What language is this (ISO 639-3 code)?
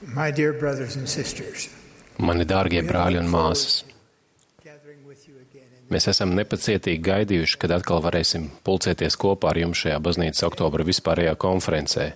lav